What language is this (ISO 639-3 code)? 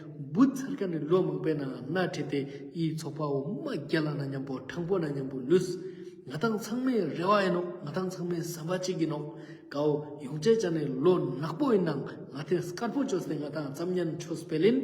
lbj